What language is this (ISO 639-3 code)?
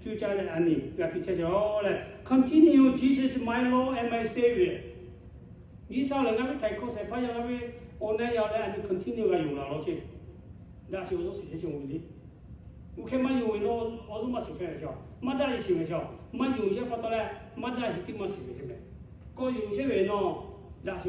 lhu